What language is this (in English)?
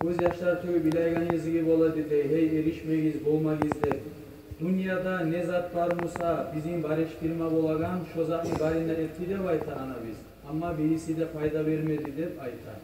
Kumyk